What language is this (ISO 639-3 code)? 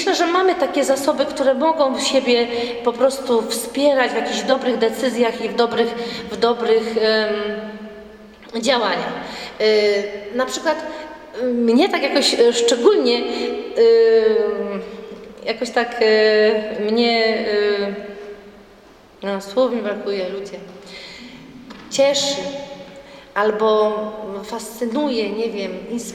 pol